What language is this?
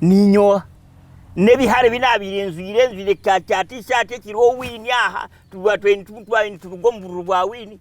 Nyankole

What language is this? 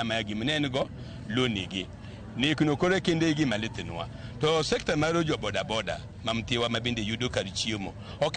Luo (Kenya and Tanzania)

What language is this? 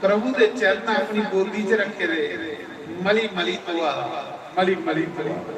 Dogri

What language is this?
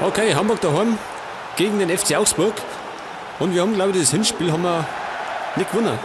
Bavarian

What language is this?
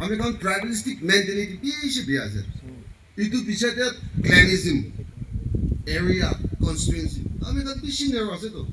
Naga Pidgin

